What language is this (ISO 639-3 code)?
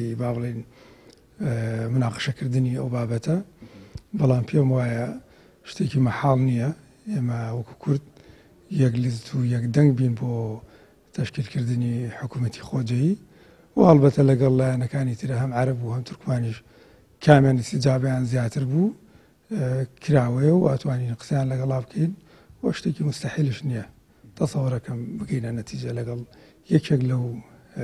ckb